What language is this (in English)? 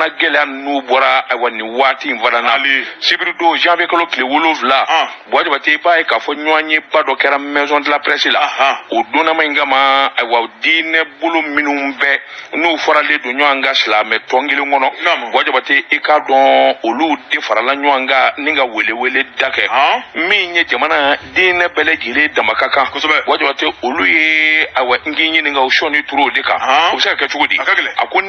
Bambara